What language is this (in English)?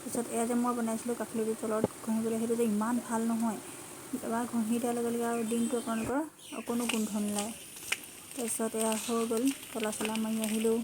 Assamese